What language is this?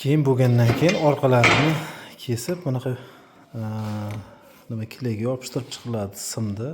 Uzbek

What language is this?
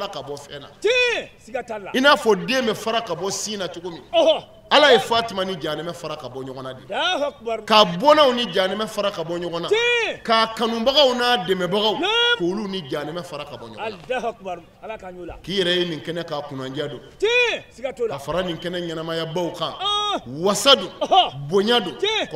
Bambara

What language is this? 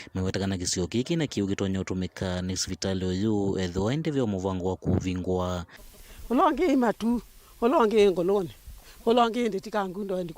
Kamba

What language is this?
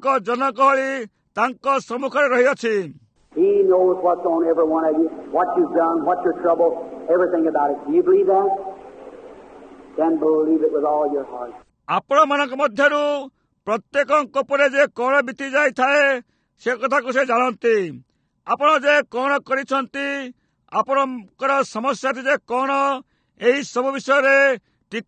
Odia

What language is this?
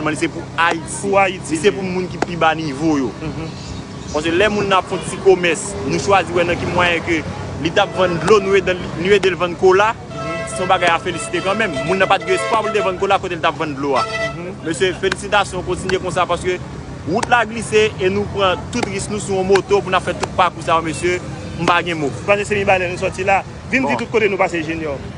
Haitian Creole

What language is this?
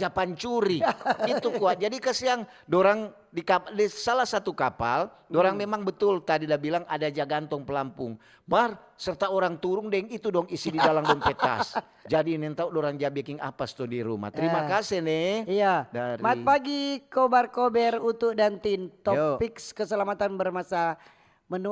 Manado Malay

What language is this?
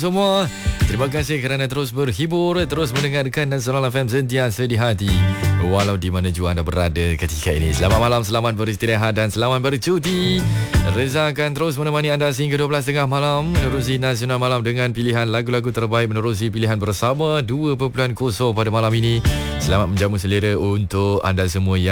Malay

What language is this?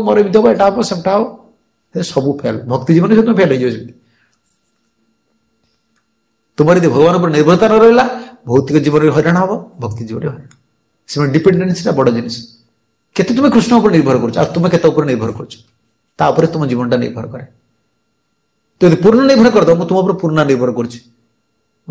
Odia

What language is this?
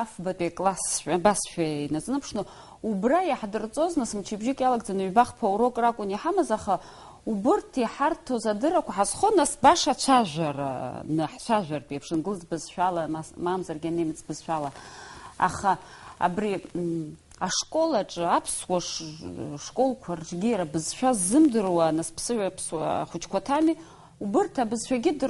Abkhazian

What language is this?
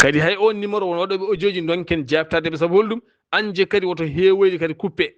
Fula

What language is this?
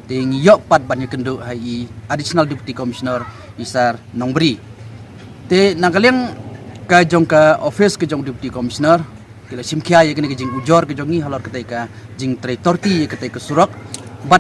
Khasi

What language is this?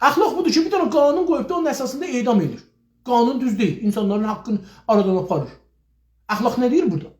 South Azerbaijani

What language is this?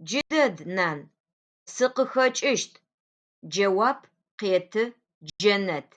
Adyghe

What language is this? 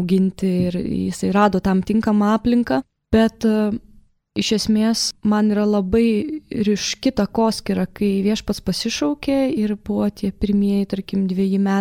Lithuanian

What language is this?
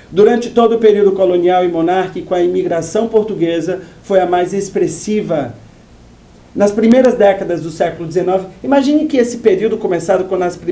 Portuguese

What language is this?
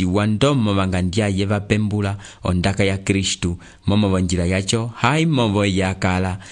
Umbundu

